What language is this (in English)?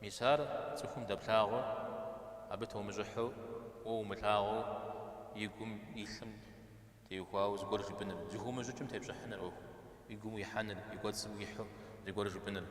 Kabardian